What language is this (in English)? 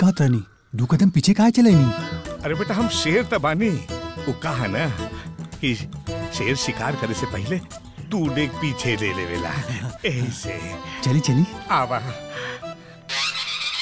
Bhojpuri